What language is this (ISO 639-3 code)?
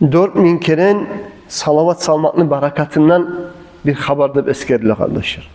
kum